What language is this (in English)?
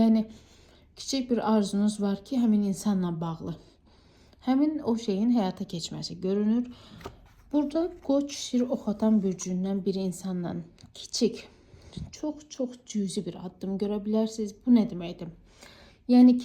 Azerbaijani